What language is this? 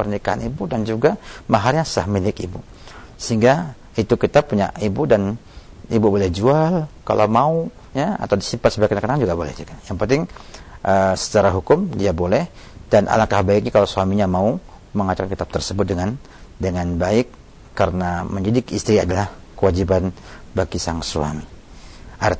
Indonesian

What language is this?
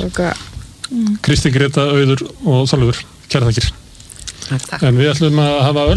Icelandic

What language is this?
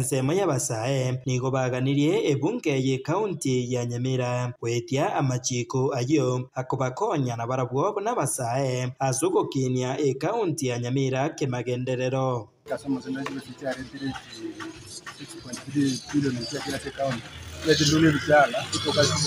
Gusii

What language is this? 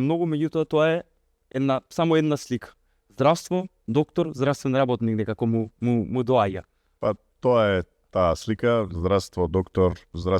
Macedonian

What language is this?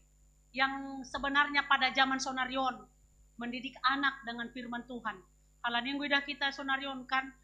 Batak Simalungun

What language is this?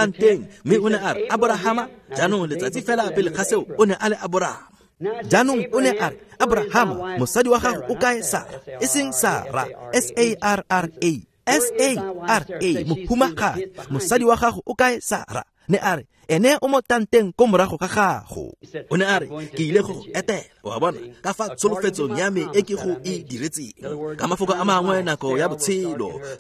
Tswana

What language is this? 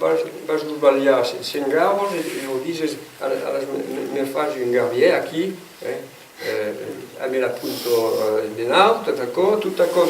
Occitan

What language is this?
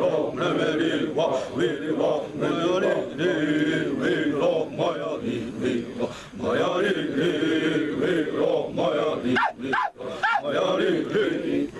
Xavánte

